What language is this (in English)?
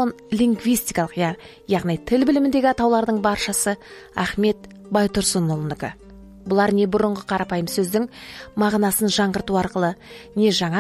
Kazakh